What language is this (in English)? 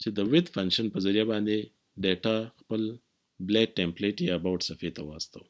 Pashto